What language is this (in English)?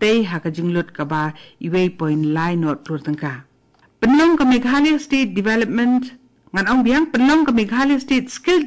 Khasi